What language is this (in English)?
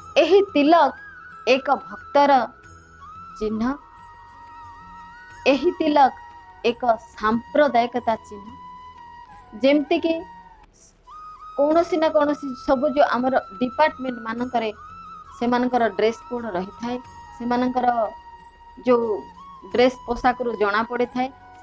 Odia